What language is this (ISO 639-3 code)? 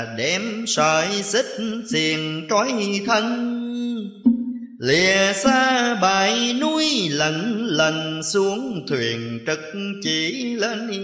vie